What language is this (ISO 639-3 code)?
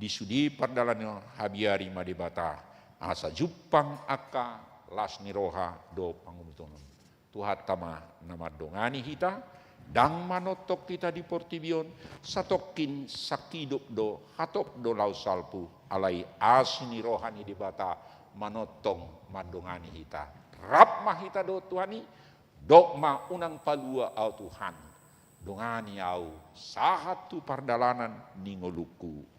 bbc